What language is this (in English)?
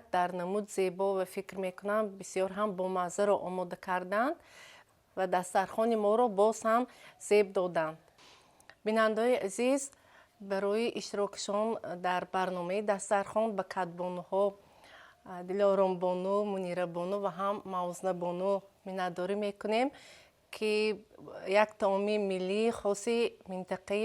Tajik